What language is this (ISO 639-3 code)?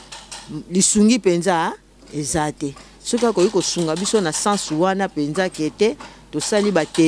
lin